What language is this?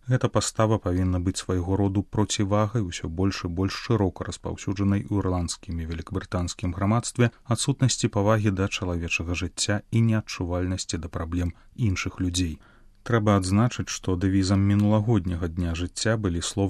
Belarusian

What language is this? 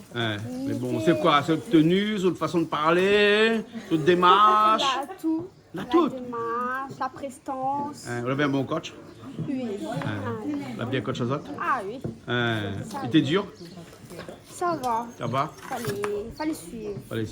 Réunion Creole French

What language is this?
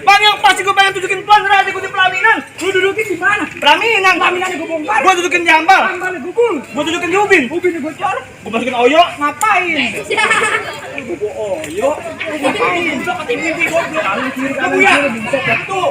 Betawi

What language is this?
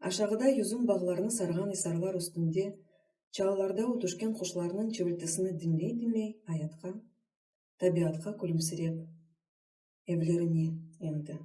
Crimean Tatar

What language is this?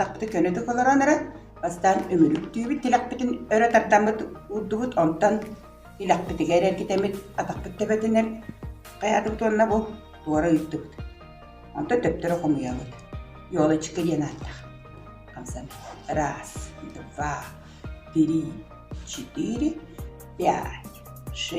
Yakut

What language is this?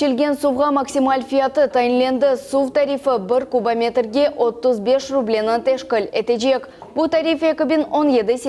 Crimean Tatar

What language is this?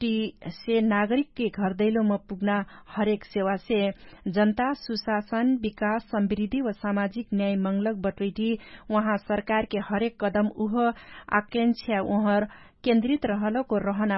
Dangaura Tharu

